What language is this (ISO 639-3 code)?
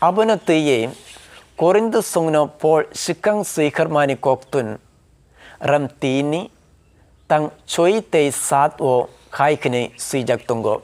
trp